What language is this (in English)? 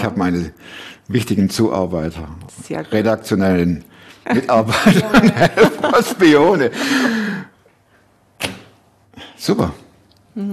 German